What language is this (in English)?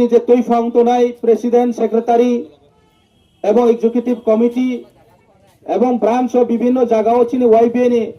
Riang (India)